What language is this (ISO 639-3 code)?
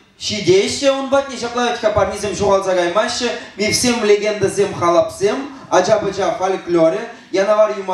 chv